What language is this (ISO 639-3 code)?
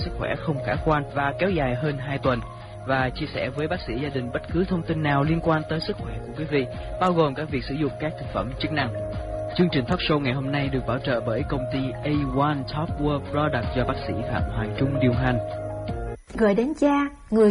vie